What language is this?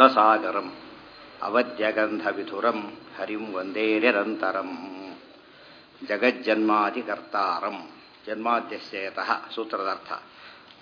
Kannada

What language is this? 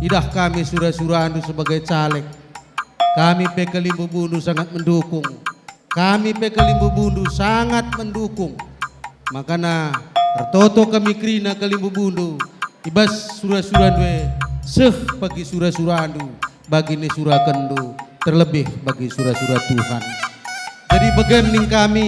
Batak Karo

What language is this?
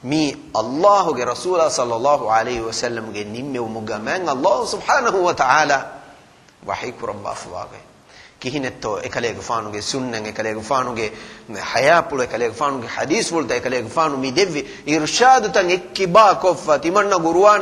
Divehi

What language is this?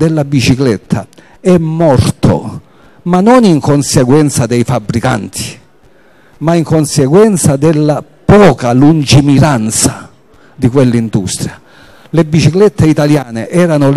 Italian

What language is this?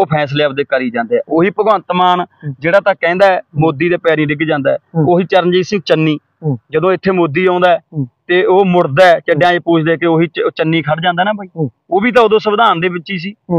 Punjabi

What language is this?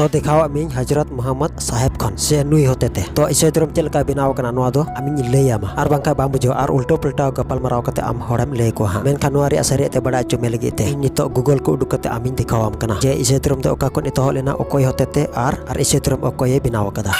Santali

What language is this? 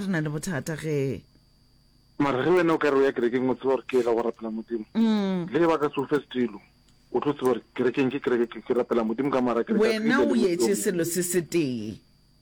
Northern Sotho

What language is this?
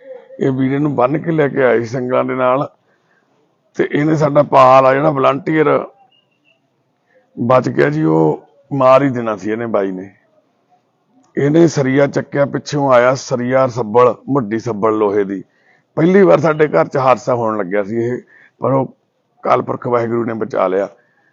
Punjabi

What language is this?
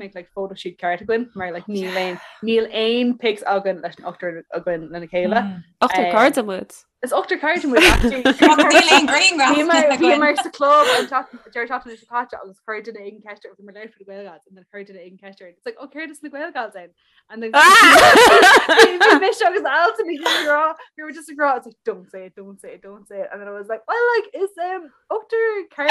Irish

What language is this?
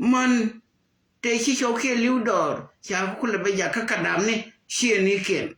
Nuer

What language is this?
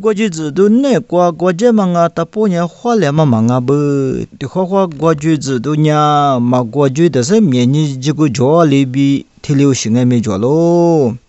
Lisu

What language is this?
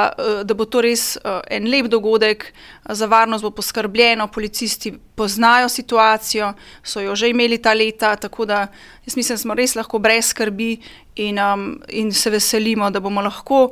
Slovenian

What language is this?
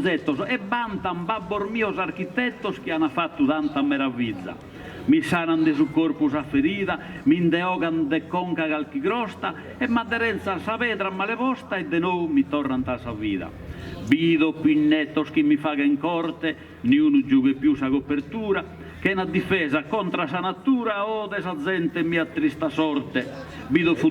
Sardinian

